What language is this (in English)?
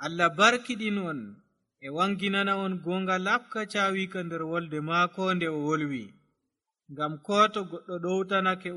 Nigerian Fulfulde